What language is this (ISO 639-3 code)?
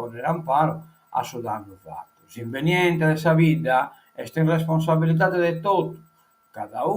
srd